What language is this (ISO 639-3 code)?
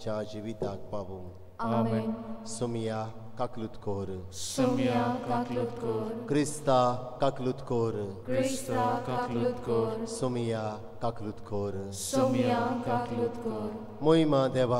kok